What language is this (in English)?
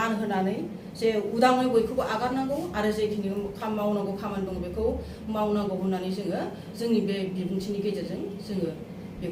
Bodo